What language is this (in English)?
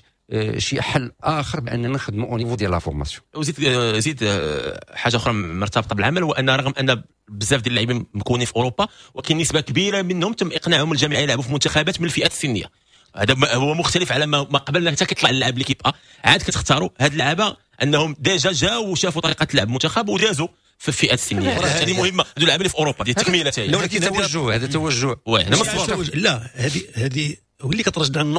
Moroccan Arabic